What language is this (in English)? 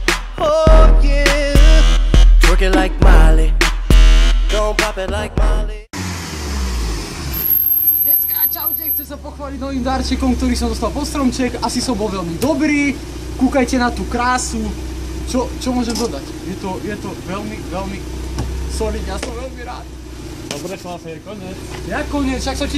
Slovak